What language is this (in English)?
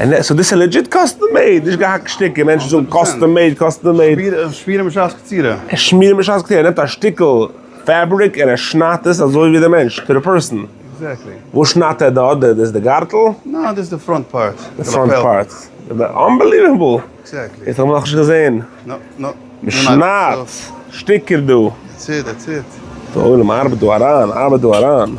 Yiddish